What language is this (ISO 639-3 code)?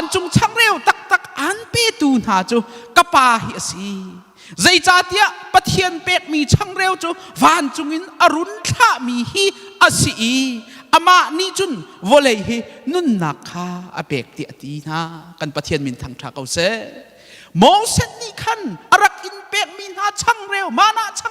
cnh